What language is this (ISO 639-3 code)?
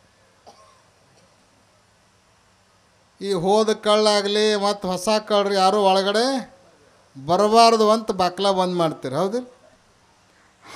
kan